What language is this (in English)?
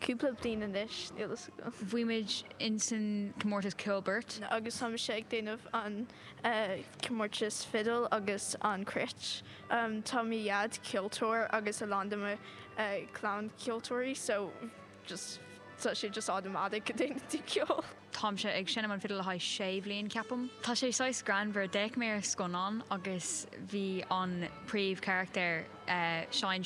Irish